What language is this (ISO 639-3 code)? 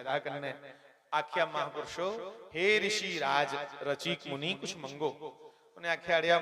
doi